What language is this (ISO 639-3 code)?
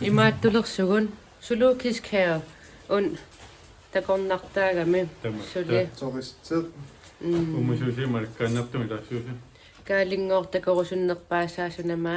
kal